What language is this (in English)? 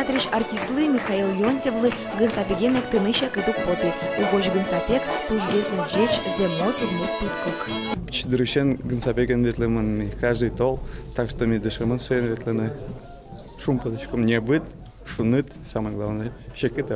Udmurt